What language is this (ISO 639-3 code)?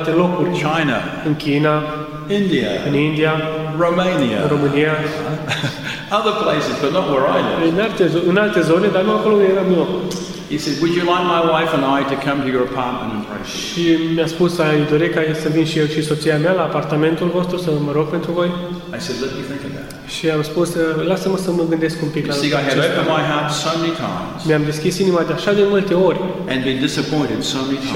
ron